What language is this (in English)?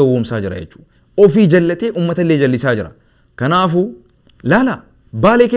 Oromo